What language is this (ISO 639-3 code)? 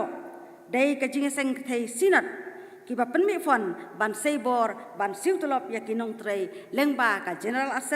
kha